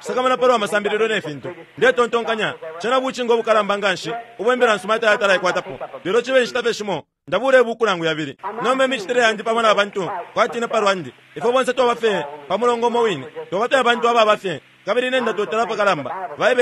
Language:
Bemba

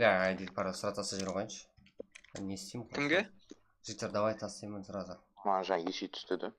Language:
Kara-Kalpak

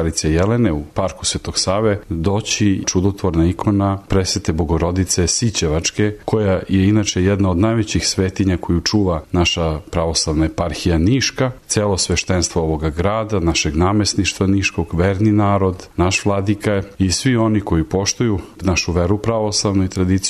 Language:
Serbian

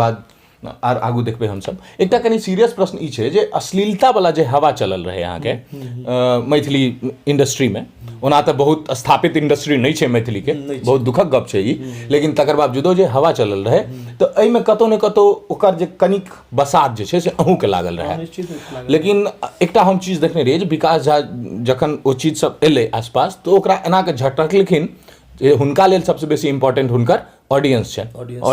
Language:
Maithili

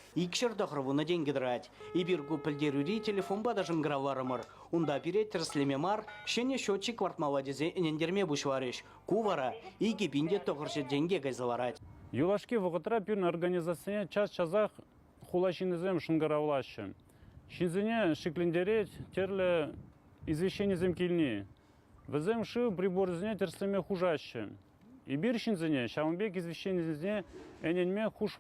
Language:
Chuvash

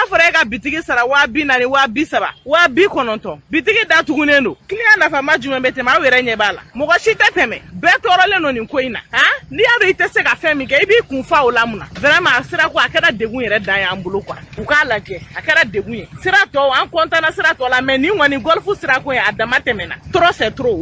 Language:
Bambara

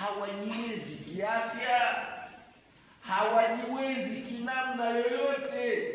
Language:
Swahili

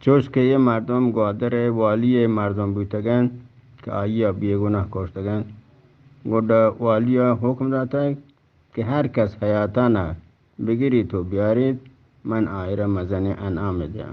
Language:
Eastern Balochi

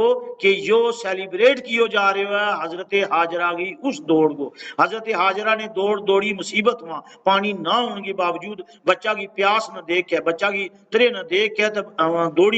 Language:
Gujari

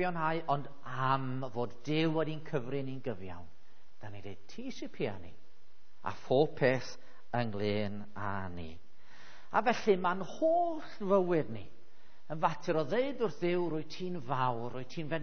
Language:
Welsh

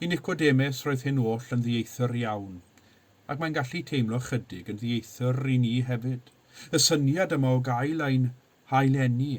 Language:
Welsh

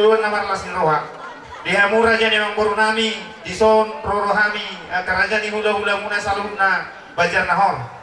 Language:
Batak Toba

